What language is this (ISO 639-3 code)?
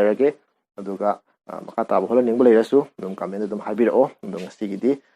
mni